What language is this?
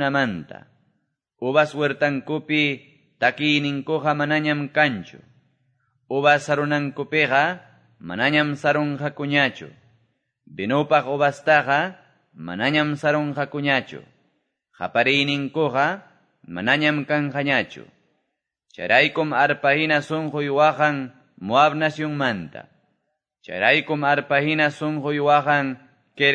Quechua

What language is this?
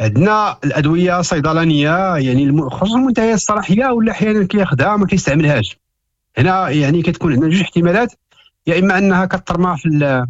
Moroccan Arabic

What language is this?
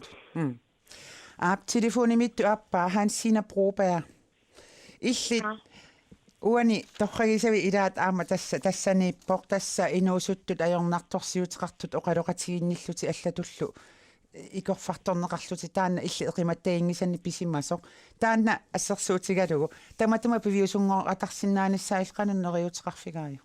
Kalaallisut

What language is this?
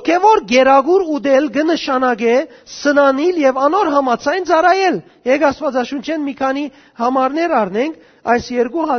Western Armenian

